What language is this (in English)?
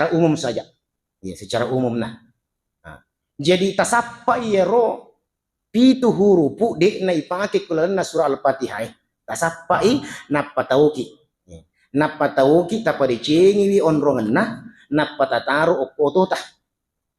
Buginese